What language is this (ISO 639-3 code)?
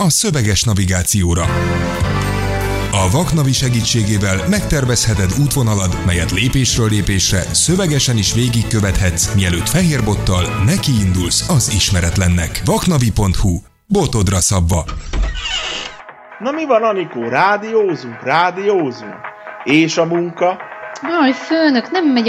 hun